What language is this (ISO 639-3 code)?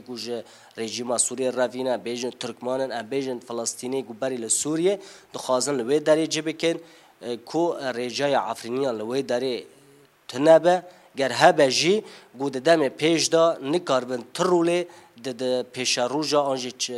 kur